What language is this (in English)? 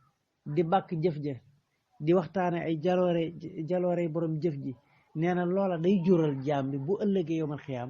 Wolof